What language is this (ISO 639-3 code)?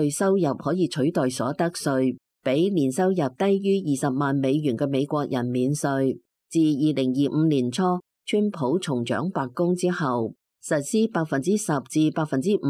yue